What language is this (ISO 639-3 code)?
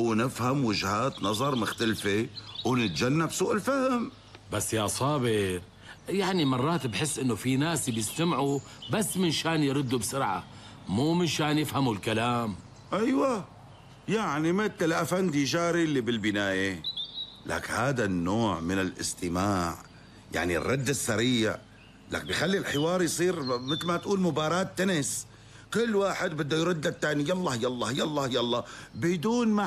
apc